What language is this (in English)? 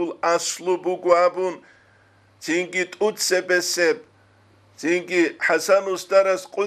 Avaric